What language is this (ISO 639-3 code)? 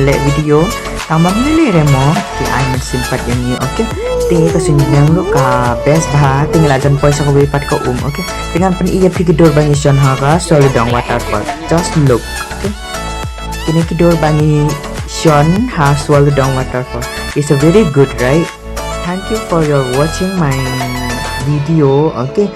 kha